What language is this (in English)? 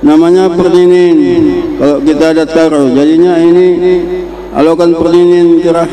Batak Karo